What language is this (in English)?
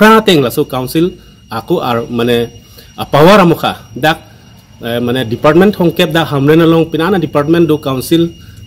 Karbi